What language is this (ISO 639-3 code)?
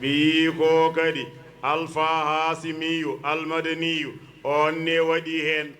ful